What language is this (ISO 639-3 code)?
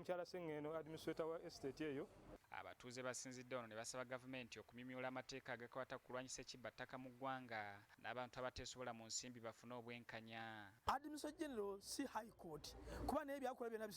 lug